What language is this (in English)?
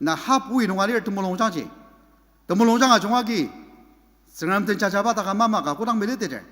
Ao Naga